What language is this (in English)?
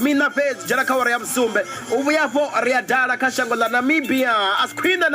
Venda